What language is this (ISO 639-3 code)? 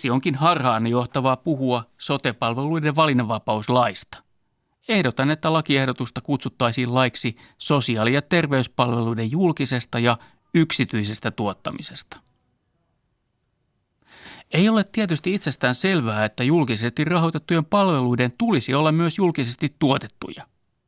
fin